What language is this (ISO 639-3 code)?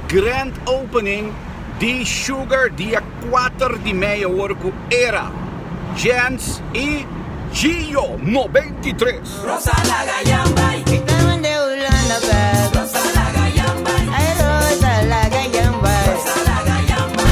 pap